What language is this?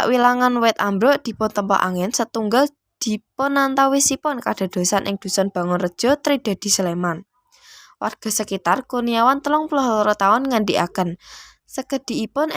Javanese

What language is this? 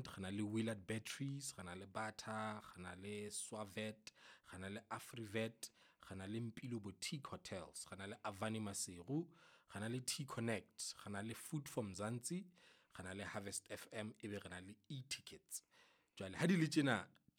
Southern Sotho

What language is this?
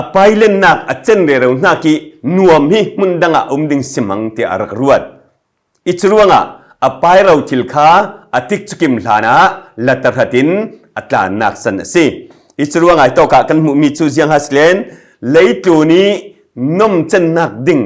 Falam Chin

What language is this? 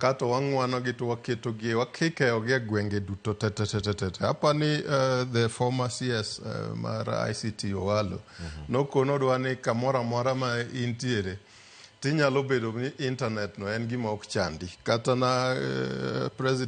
Luo (Kenya and Tanzania)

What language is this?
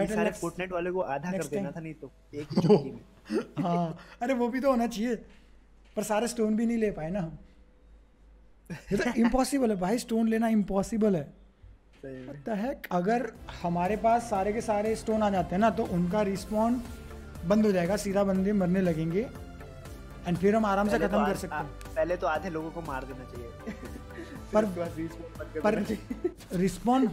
Hindi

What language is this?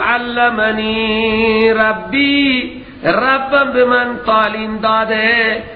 Persian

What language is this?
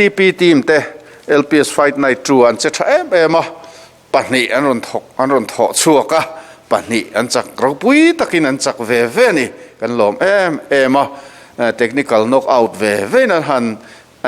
Mizo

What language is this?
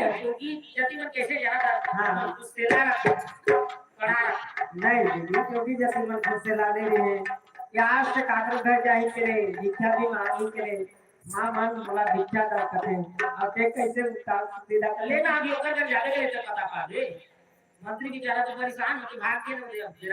Chhattisgarhi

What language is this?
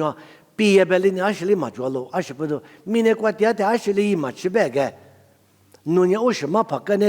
Lisu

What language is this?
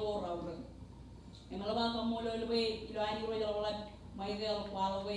Marshallese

